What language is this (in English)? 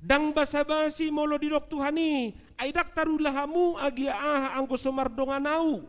Batak Toba